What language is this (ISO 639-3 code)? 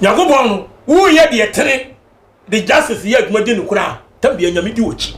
aka